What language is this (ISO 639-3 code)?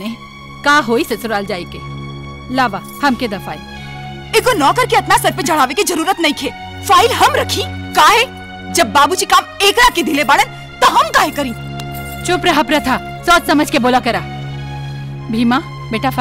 bho